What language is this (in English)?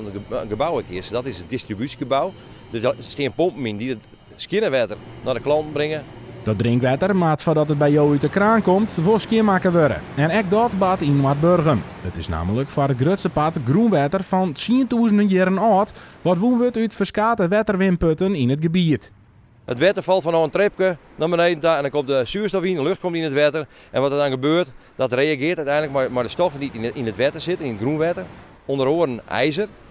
Western Frisian